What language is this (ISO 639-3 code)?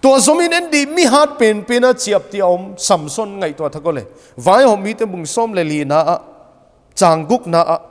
pck